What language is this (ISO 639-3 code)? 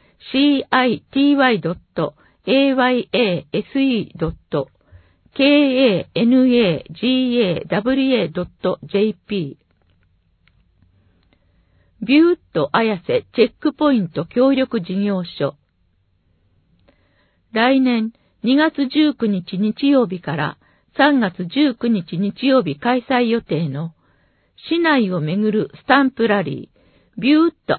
jpn